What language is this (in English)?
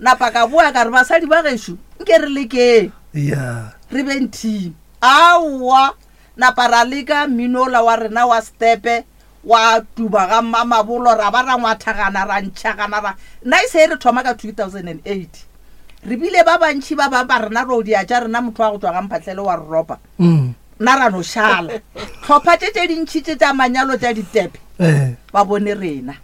Northern Sotho